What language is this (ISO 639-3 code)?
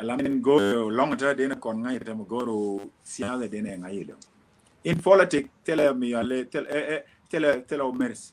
nus